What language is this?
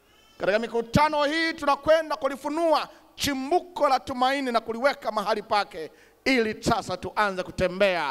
Swahili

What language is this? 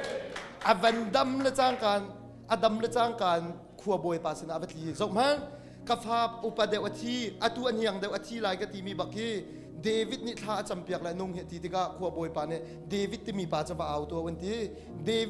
Hakha Chin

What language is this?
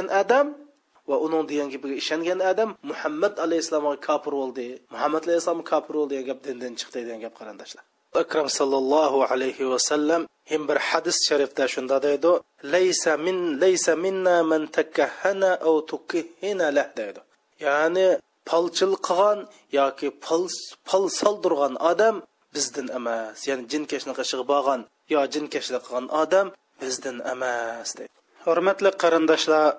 Uyghur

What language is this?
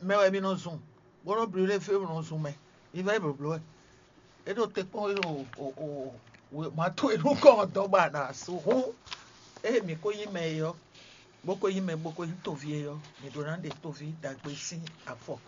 Fon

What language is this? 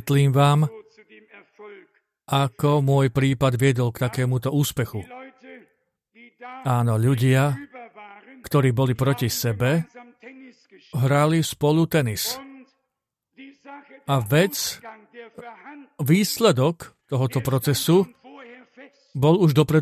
Slovak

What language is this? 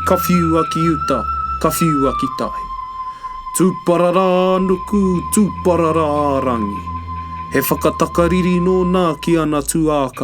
Māori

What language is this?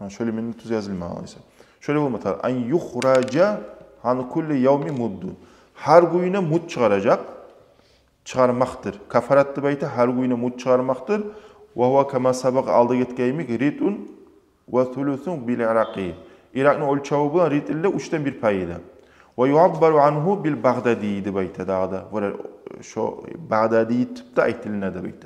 Kumyk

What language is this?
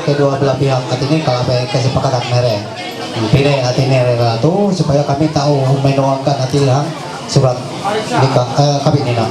Ma'anyan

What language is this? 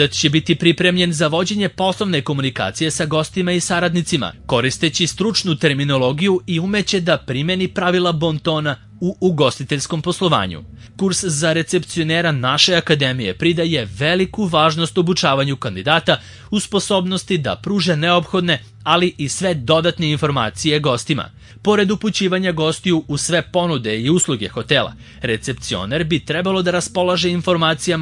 Serbian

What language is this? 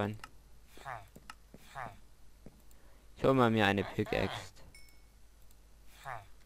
German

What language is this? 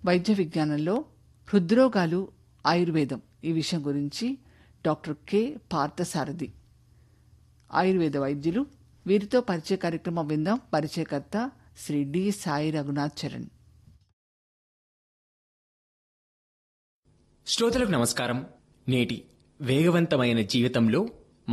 Telugu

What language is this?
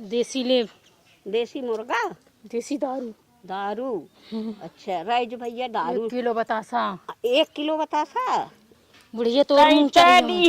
Awadhi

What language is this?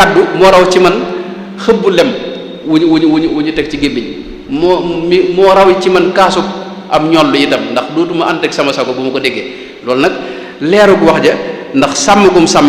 Wolof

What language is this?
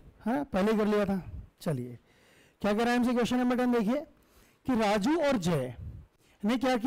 Hindi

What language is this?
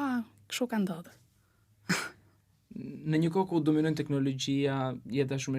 Albanian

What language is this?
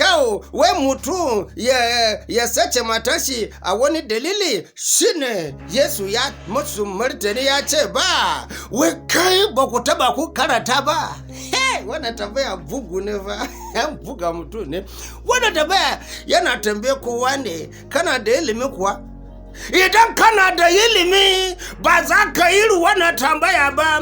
Hausa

